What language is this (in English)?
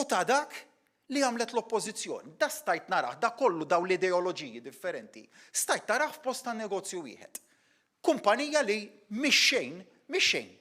Maltese